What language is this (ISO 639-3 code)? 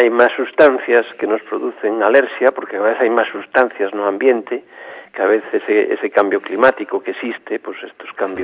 glg